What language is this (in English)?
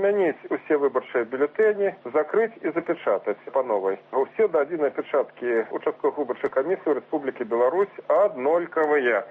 Belarusian